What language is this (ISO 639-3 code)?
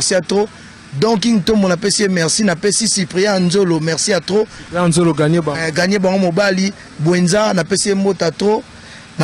lin